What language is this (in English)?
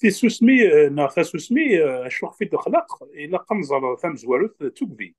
Kabyle